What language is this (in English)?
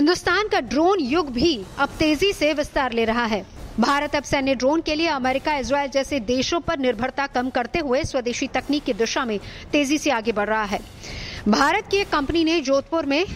Hindi